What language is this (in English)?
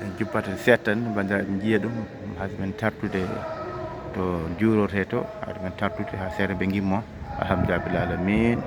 Fula